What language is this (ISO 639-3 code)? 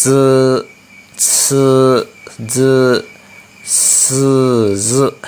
lhu